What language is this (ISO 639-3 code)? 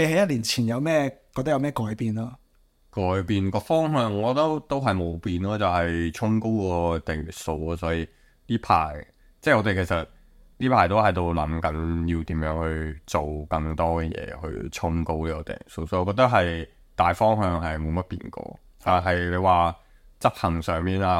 yue